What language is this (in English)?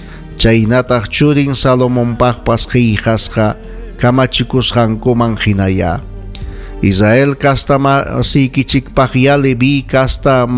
Ayacucho Quechua